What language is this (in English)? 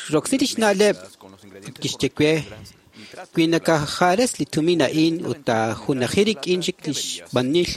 Kekchí